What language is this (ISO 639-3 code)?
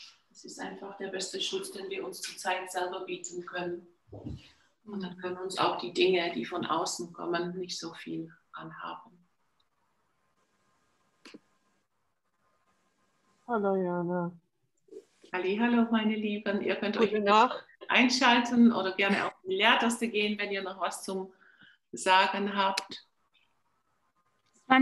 deu